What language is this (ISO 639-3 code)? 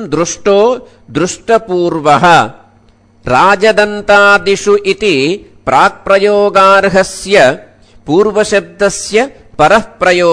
san